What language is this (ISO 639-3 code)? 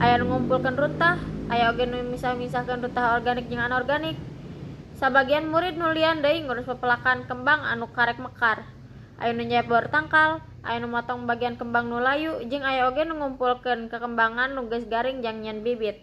sun